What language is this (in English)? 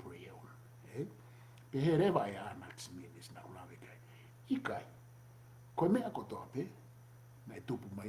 Tongan